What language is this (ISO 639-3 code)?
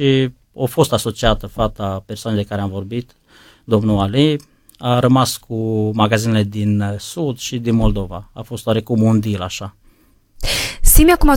ron